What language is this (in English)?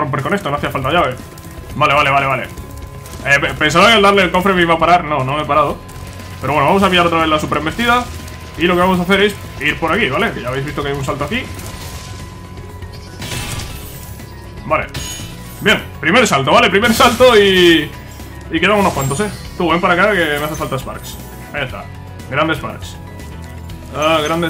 Spanish